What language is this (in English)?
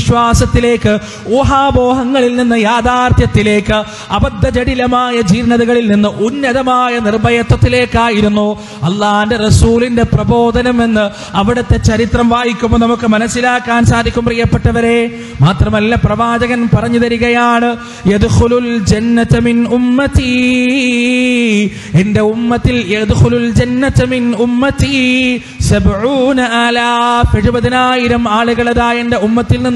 Malayalam